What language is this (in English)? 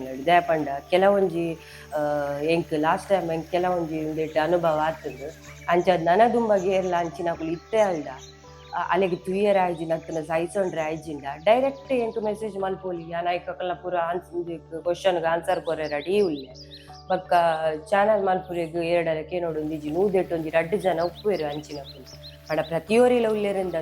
Tulu